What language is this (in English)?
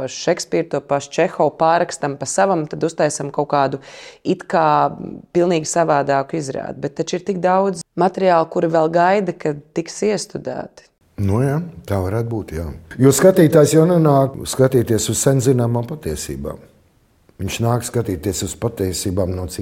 Latvian